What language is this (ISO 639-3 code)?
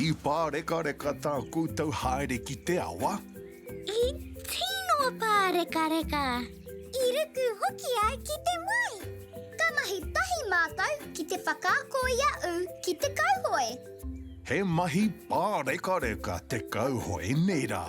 mri